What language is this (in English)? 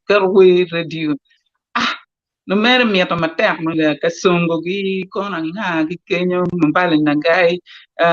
Acoli